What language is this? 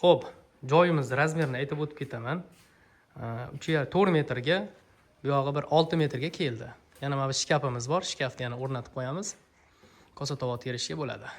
Uzbek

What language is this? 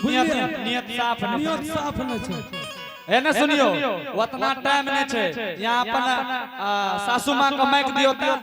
Angika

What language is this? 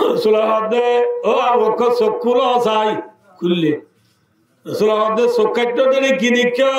Rohingya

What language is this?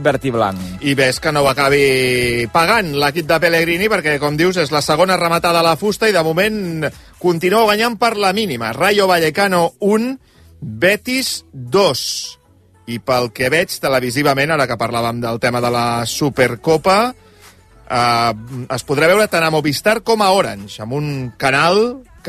Catalan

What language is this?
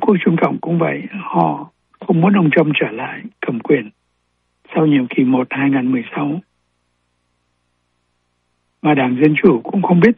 Vietnamese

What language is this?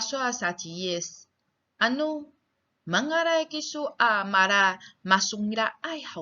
Amis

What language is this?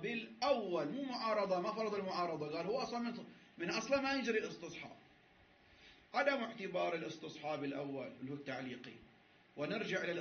Arabic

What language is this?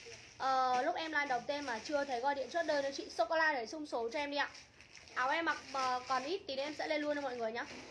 Vietnamese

